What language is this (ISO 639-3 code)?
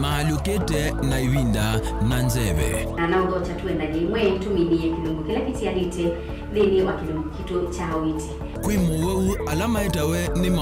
kam